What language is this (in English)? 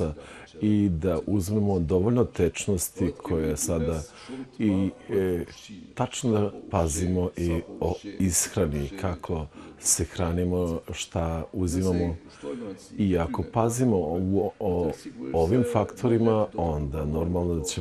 Serbian